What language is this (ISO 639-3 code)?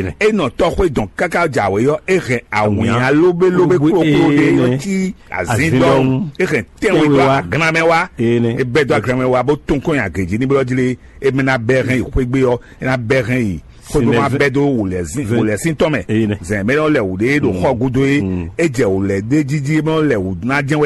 fon